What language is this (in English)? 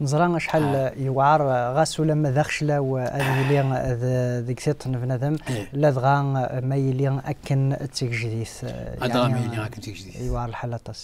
Kabyle